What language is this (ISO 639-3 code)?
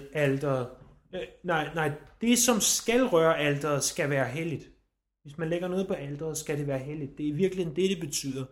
dan